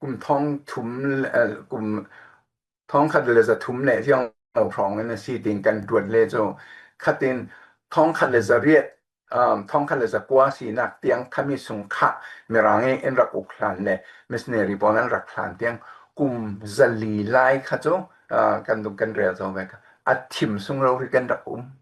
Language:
Falam Chin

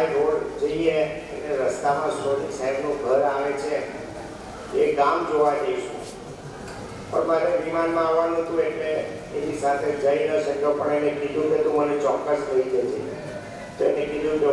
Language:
Gujarati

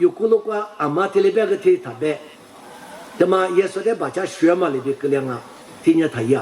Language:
Lisu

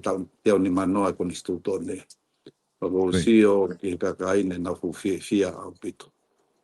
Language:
Tongan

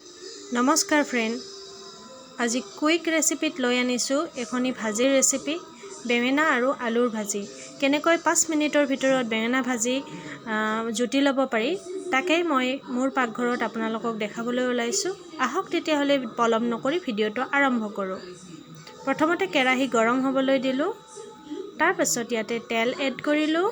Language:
Assamese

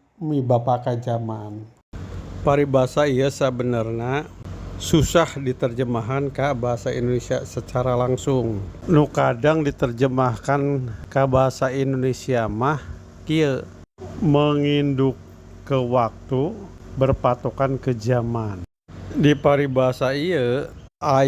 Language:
Sundanese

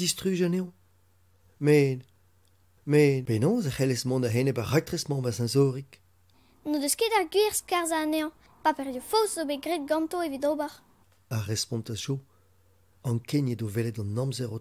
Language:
Breton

